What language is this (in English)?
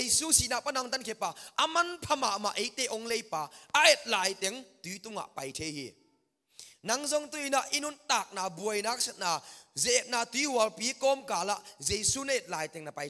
Tedim Chin